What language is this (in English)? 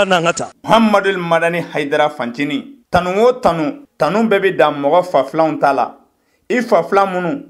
Bambara